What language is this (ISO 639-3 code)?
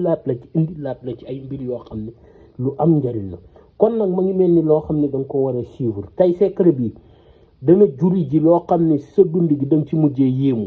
wol